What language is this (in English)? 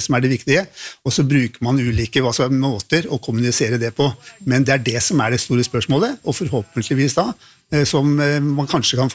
Norwegian